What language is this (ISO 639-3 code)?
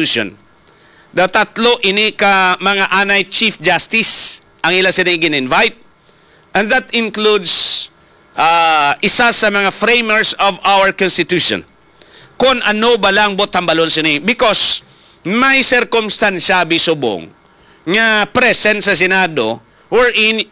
hil